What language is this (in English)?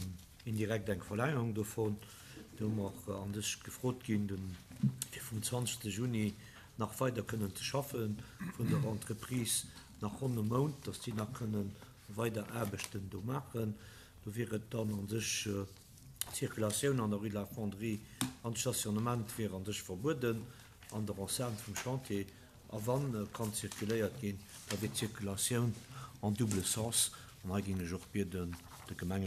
Luxembourgish